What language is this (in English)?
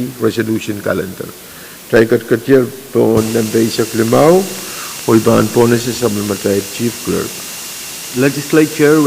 Pohnpeian